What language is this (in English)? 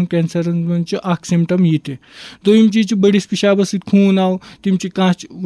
Kashmiri